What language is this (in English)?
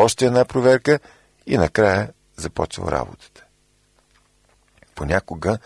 Bulgarian